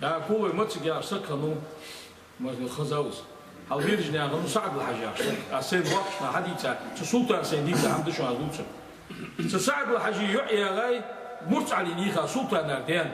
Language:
Ingush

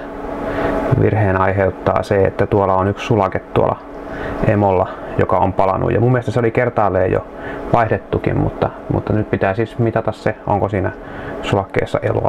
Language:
Finnish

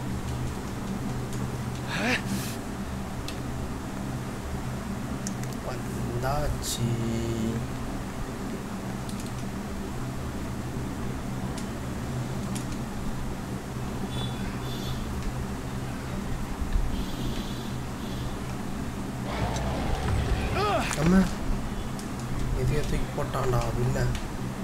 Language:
Tamil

